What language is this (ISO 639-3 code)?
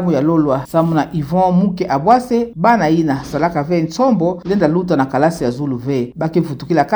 ktu